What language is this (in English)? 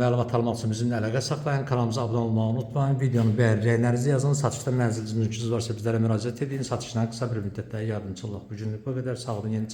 Azerbaijani